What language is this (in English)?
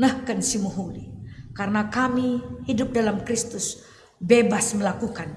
Batak Karo